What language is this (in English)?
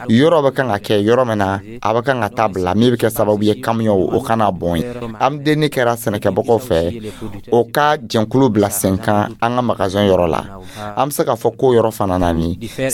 Dyula